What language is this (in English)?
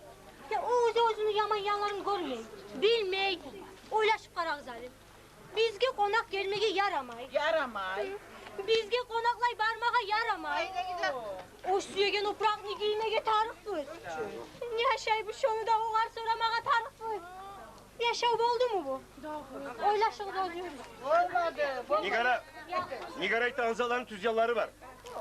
Kumyk